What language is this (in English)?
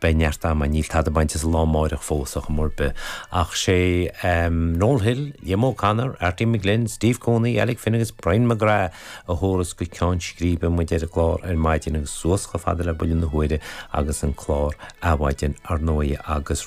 Irish